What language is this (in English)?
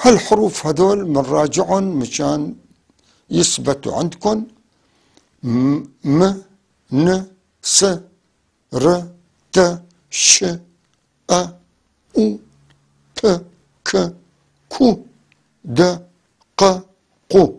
North Levantine Arabic